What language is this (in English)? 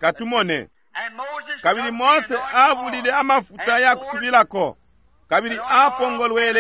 Bemba